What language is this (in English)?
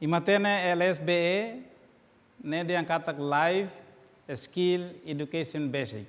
Tetum